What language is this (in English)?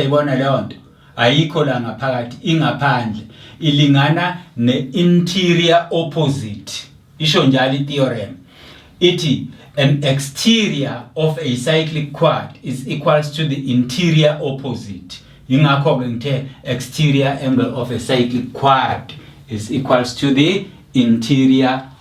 Zulu